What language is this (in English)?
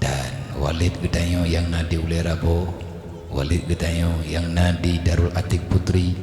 Achinese